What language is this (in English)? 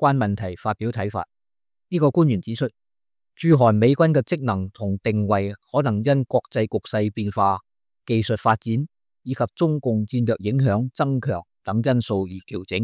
Cantonese